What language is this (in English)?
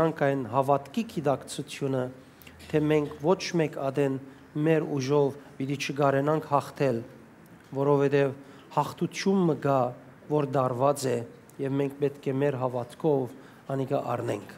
Western Armenian